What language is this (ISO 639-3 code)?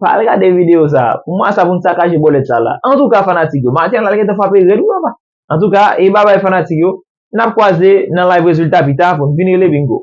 hat